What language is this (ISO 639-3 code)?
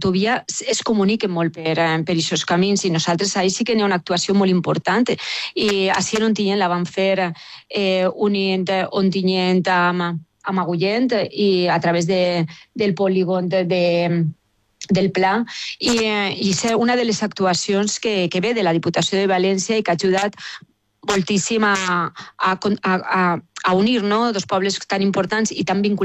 cat